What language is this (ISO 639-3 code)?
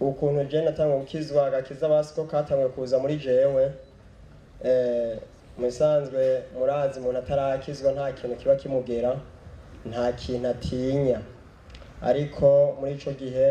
run